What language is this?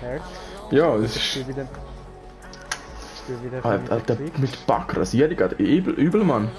Swiss German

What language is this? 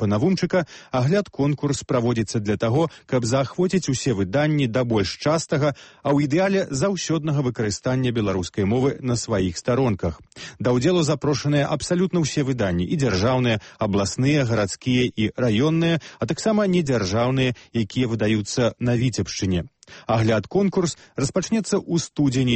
Belarusian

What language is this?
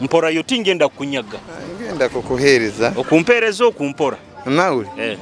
Nyoro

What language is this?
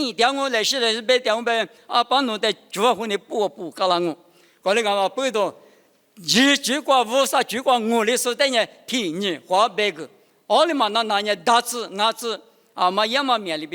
Lisu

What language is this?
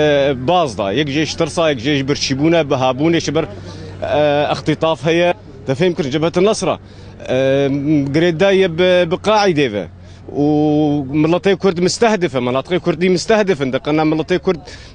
Kurdish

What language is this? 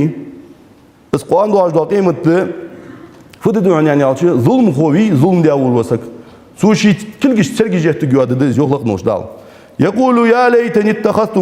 Ingush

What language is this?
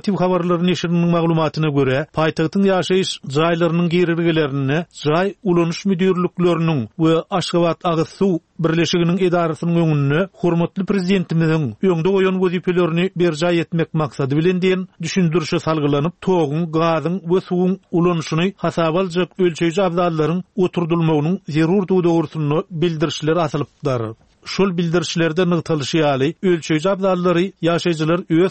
Turkmen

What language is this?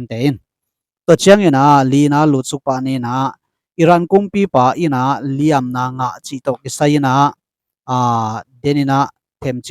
Tedim Chin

